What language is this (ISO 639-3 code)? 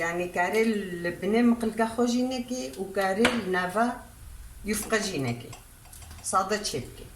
kur